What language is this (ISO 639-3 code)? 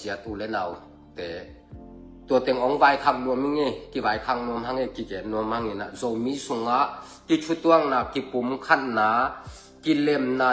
ctd